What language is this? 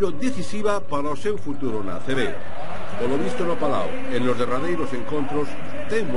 Galician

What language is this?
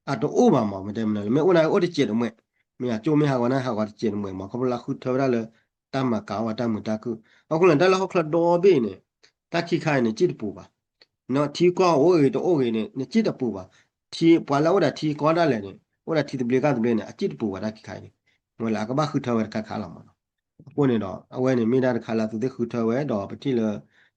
S'gaw Karen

